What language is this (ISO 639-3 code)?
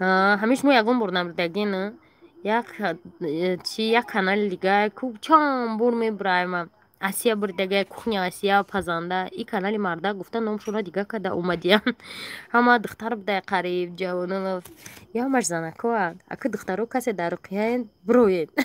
tgk